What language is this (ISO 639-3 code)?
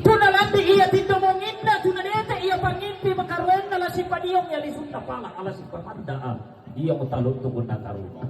sda